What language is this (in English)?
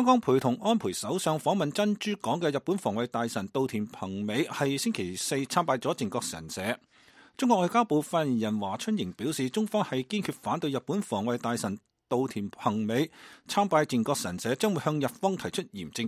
Cantonese